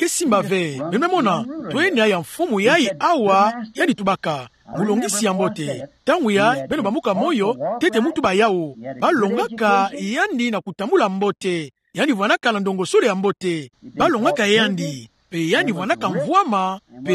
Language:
Kituba (Democratic Republic of Congo)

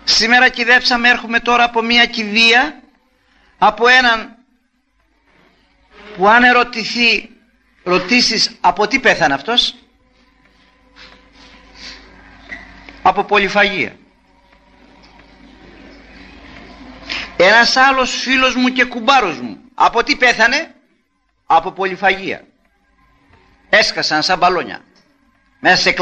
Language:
Greek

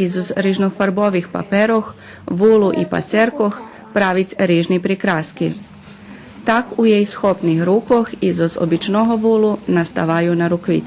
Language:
Rusyn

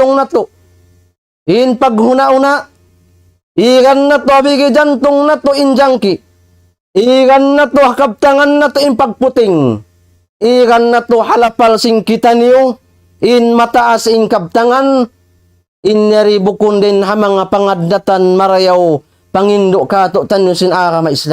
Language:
Tausug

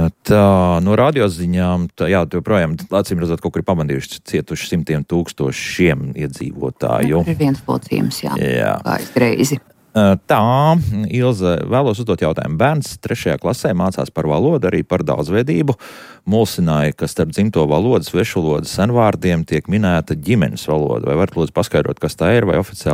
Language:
Latvian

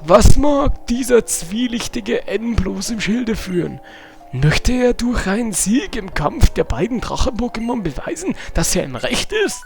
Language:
Bavarian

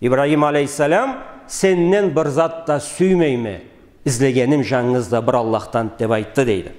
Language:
Karachay-Balkar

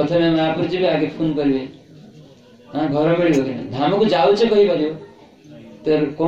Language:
Odia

